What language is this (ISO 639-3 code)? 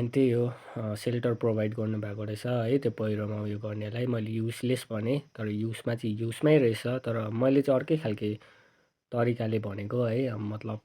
nep